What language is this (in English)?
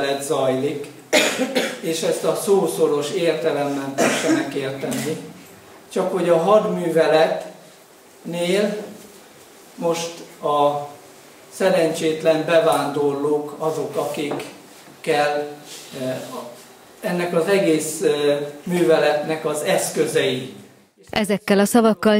Hungarian